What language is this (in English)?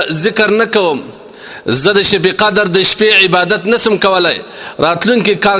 Pashto